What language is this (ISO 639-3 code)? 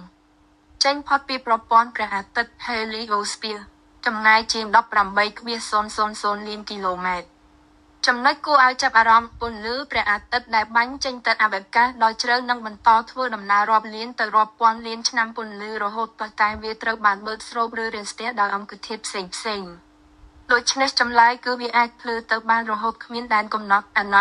khm